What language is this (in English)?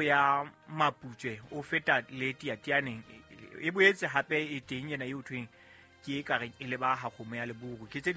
Southern Sotho